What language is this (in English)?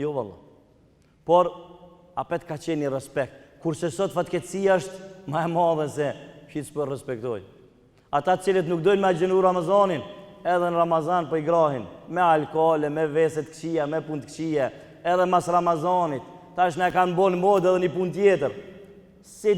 Albanian